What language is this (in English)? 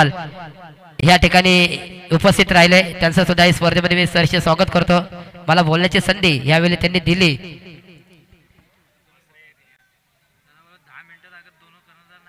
Marathi